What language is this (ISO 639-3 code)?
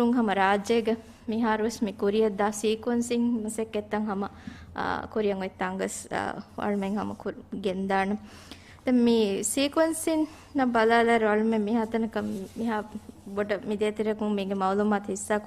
div